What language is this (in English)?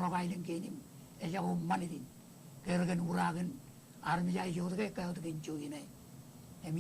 Marshallese